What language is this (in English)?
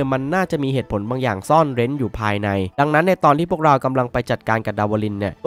Thai